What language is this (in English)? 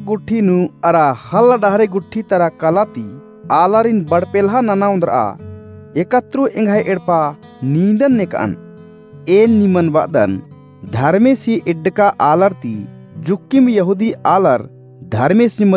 Kurukh